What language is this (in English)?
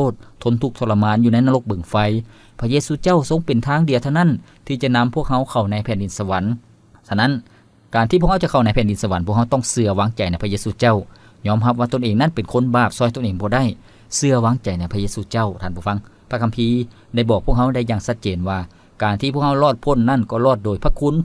Lao